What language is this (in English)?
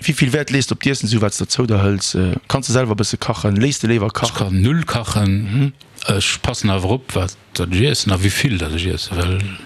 Luxembourgish